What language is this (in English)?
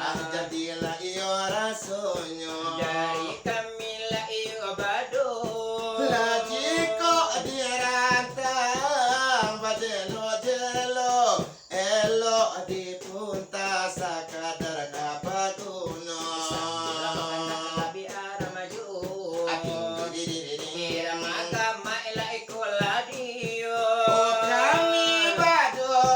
Minangkabau